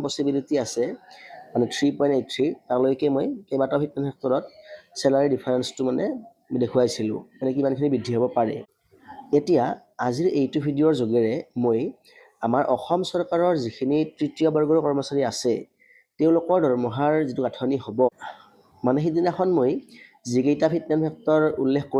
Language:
Assamese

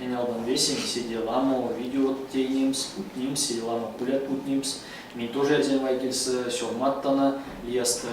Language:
Erzya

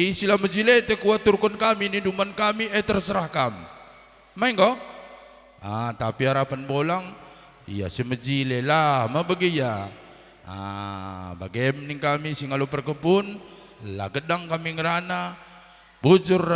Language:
Batak Karo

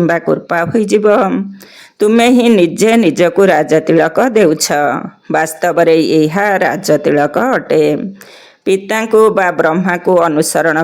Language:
Odia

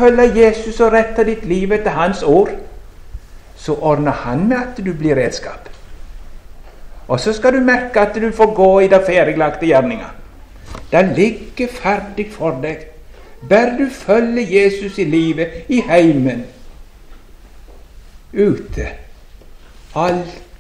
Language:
Norwegian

